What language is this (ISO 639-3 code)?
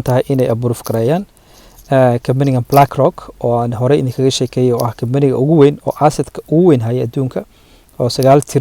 som